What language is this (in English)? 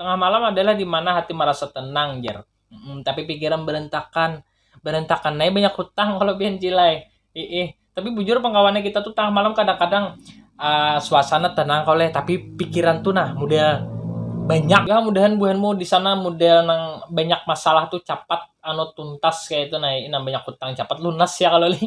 Banjar